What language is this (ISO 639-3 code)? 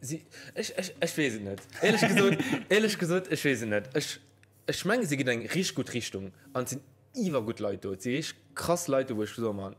ltz